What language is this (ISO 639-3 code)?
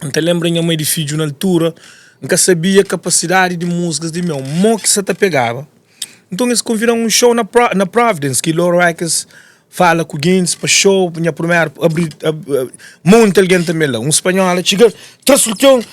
kea